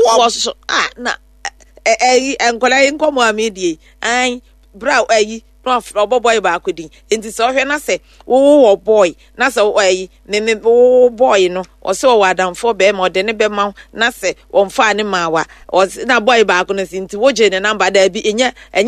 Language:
Akan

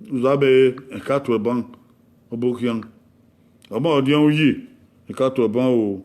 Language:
Bini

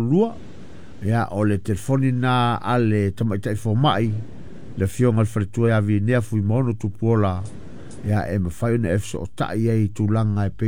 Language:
Samoan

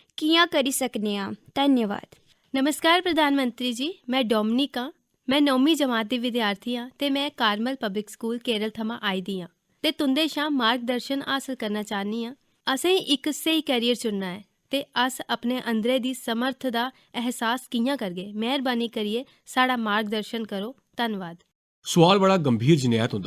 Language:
Dogri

